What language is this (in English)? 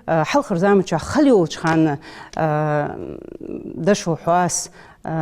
Ingush